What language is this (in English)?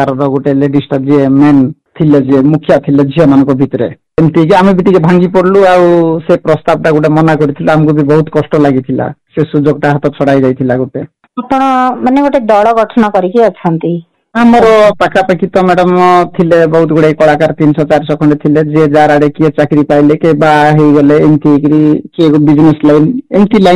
Odia